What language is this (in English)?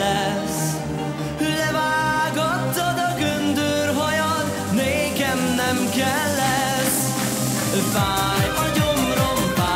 Hungarian